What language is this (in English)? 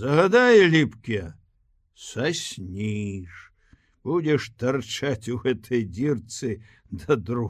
Belarusian